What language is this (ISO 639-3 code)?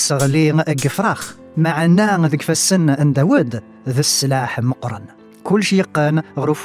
kab